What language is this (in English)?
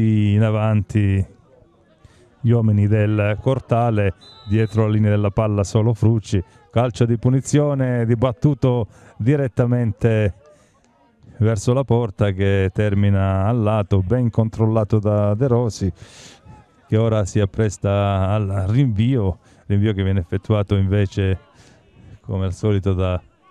Italian